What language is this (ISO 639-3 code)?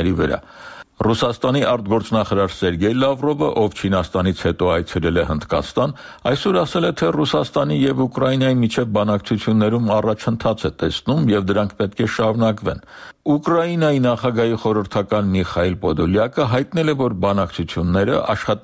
hye